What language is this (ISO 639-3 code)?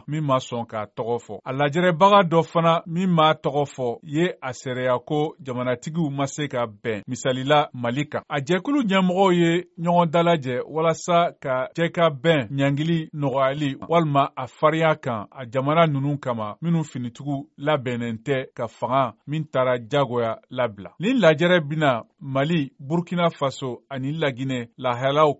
bam